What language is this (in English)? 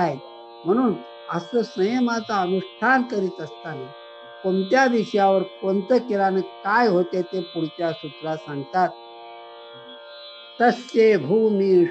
Marathi